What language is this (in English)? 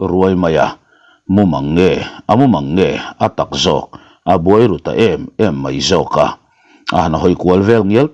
Mizo